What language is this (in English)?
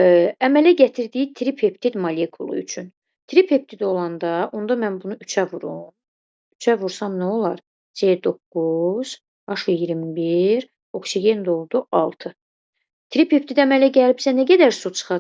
Azerbaijani